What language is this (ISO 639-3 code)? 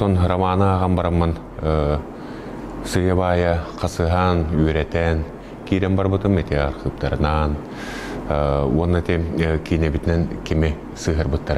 sah